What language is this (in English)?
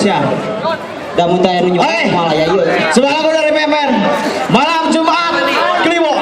Sundanese